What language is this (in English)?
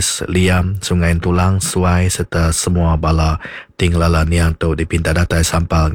Iban